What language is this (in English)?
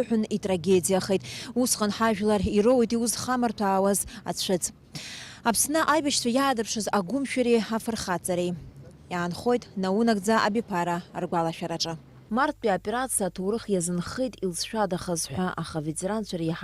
Abkhazian